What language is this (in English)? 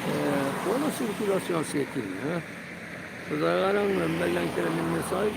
Kabyle